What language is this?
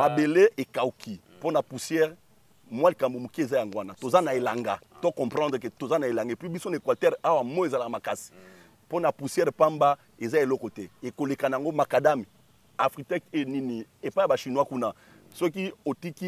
Lingala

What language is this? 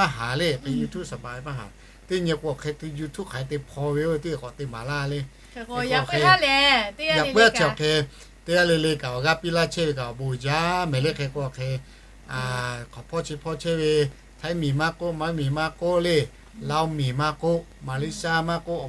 Lahu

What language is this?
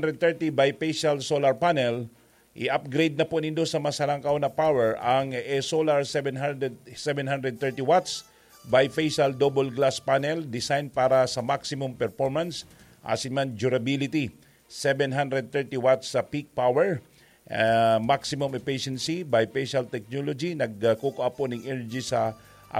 Bikol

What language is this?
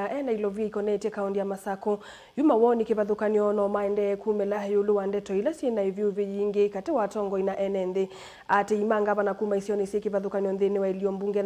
Kamba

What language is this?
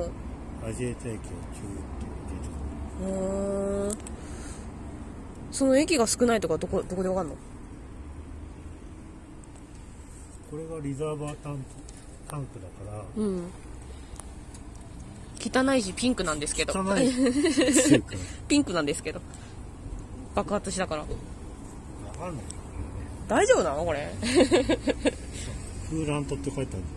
Japanese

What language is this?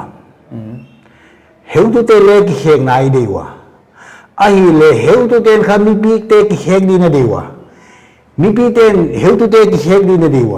Paite Chin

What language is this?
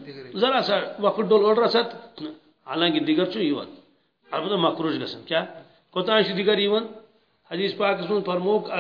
Kashmiri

